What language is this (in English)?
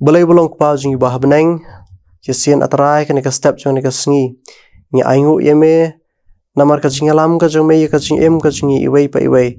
Khasi